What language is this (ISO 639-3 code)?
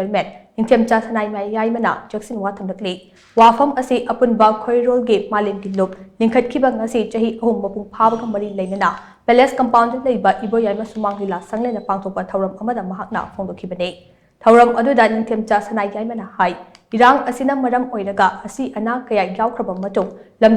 mni